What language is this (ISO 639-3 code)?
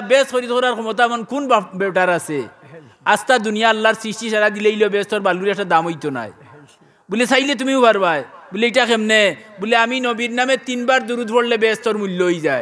syl